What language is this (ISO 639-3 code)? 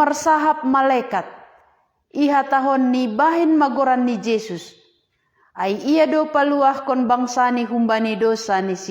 bts